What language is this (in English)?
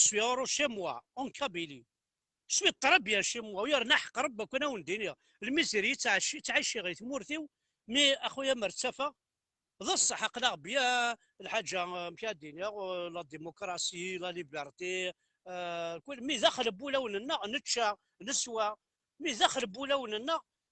Kabyle